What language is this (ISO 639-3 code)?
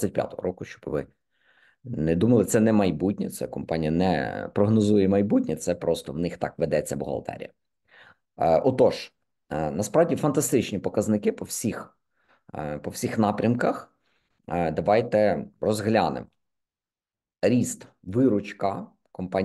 ukr